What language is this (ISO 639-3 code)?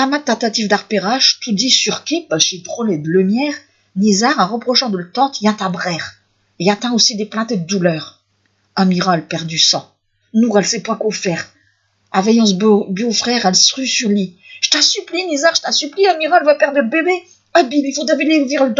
pcd